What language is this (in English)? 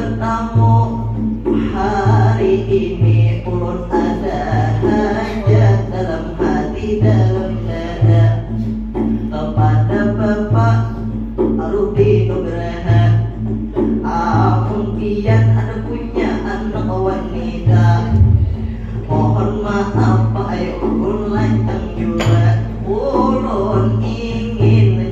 Banjar